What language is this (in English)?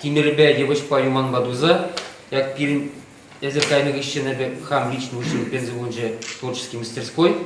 Chuvash